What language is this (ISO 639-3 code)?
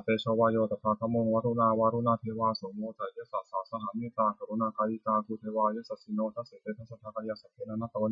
pli